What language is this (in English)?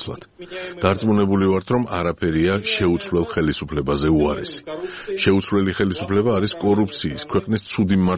Georgian